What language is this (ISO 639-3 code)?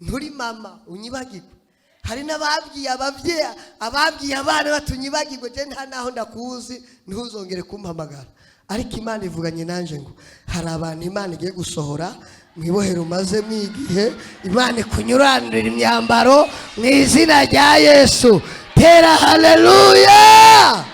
run